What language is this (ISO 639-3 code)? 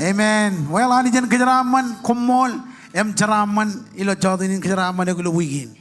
mah